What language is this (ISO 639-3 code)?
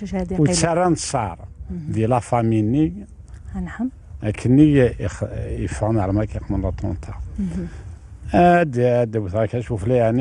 kab